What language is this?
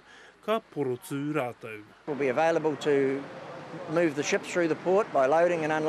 Māori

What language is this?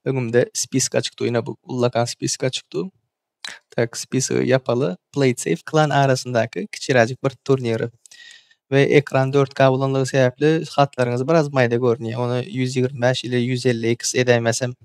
Turkmen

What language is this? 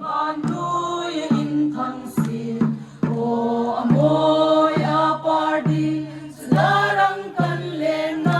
Hmar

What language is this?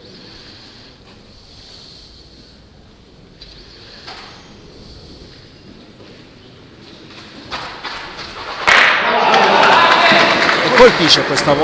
Italian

